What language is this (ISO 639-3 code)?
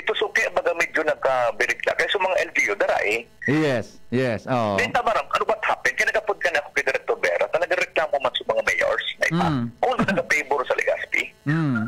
bik